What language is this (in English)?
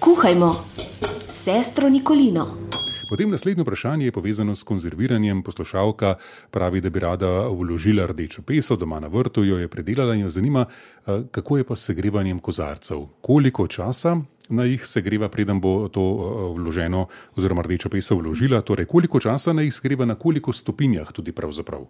Slovenian